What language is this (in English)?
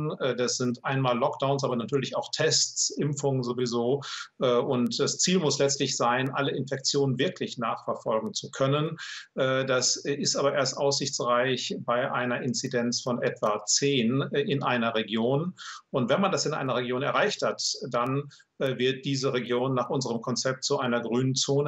German